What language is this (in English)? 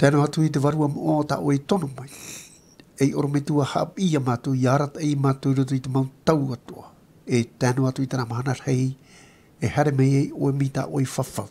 Tahitian